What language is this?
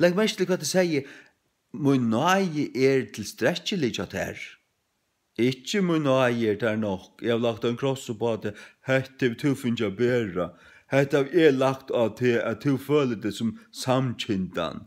Faroese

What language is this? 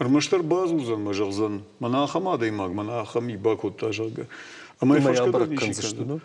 Ossetic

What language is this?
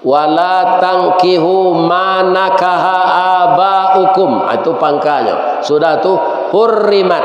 Minangkabau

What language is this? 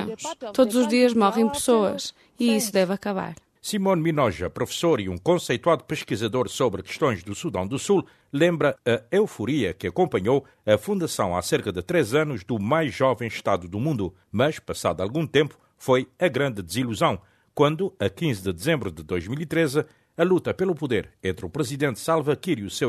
Portuguese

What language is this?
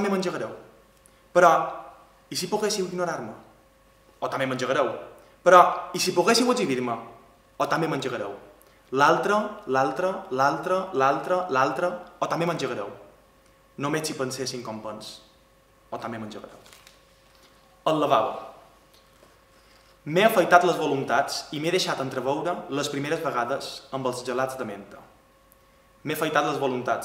Catalan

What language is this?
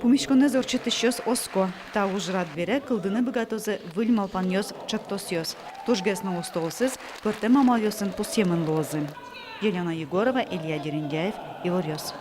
Udmurt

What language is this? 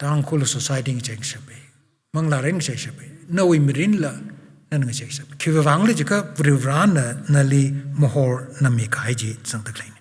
Tangkhul Naga (India)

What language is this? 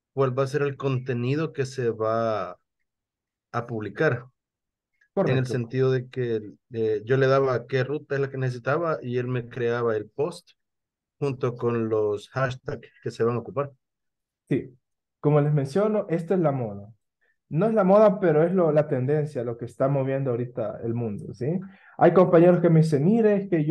Spanish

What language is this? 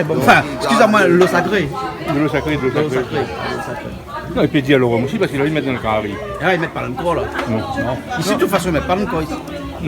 Réunion Creole French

